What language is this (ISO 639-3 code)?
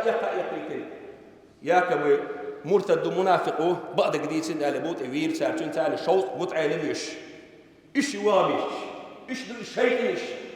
che